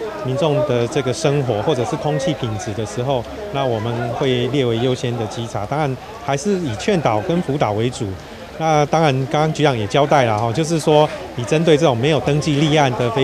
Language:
Chinese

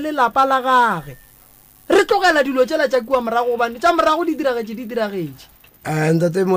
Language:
Northern Sotho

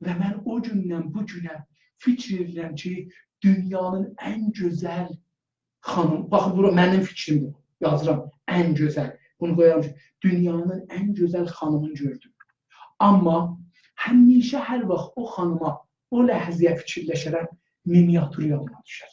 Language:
South Azerbaijani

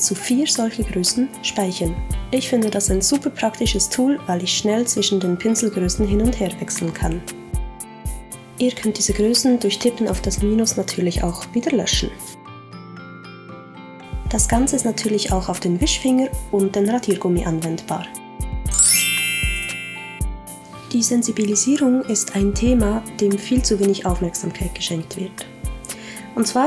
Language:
German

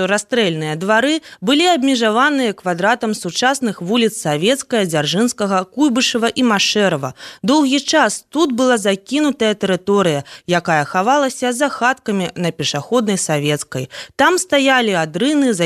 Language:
Belarusian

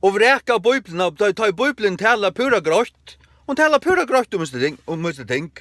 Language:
Faroese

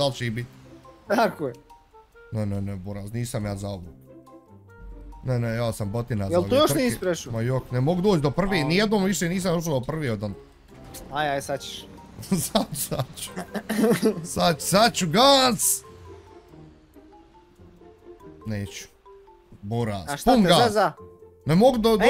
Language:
Bosnian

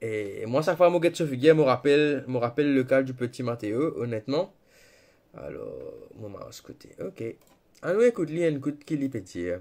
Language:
Morisyen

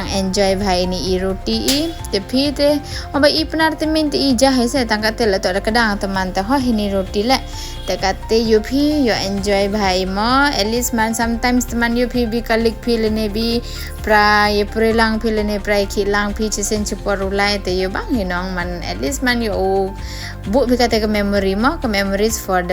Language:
Pnar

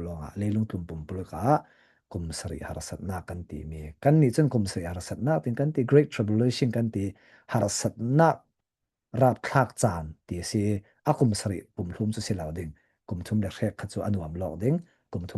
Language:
Falam Chin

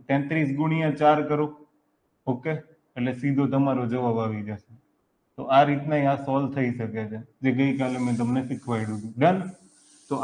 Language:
Gujarati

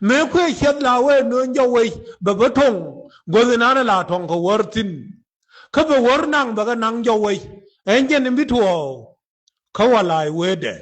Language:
Nuer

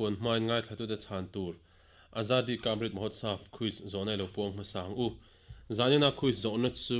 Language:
Mizo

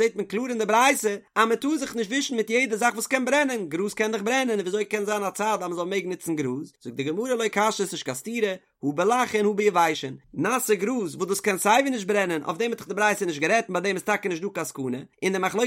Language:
Yiddish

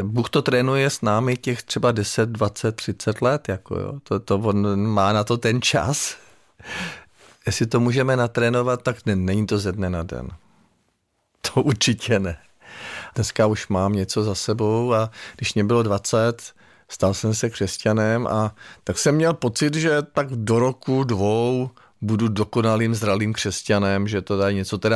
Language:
Czech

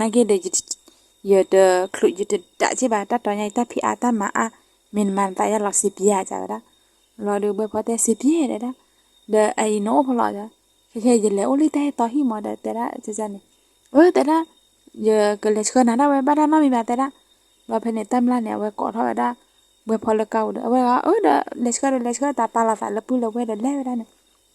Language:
S'gaw Karen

